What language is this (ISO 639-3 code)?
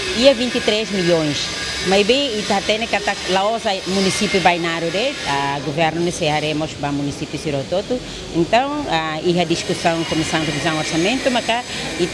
tet